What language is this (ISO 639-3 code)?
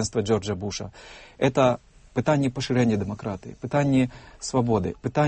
bel